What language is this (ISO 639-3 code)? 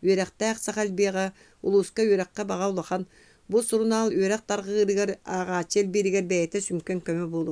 sah